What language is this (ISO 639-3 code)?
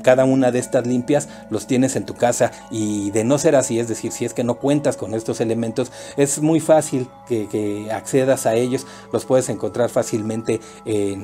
spa